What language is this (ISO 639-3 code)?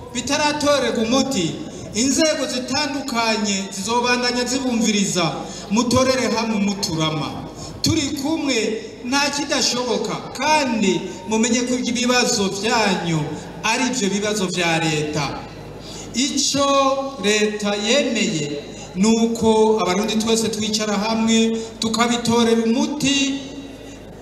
run